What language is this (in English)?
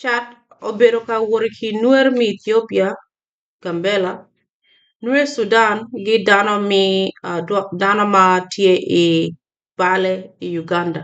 Acoli